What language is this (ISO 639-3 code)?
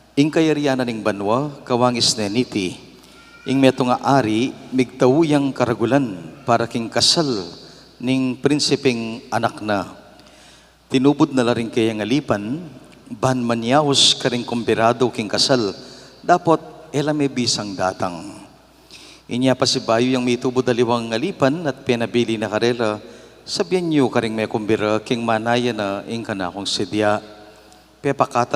pam